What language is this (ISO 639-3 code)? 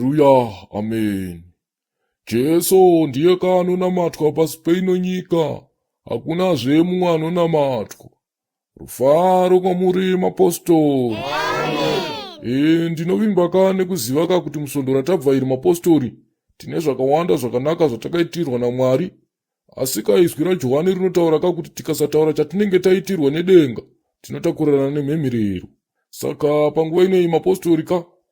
sna